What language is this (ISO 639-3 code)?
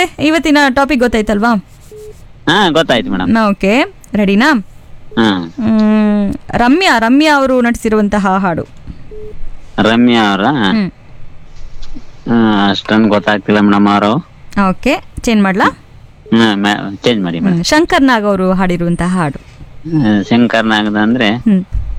kan